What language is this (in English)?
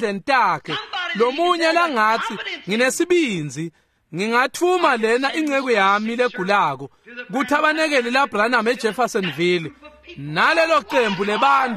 Swati